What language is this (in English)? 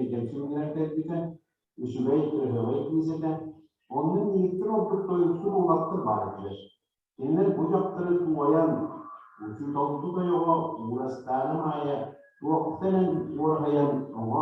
Yakut